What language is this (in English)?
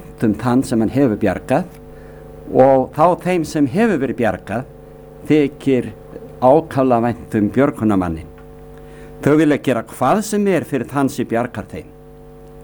Icelandic